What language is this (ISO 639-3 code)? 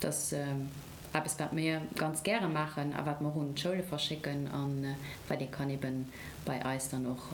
ltz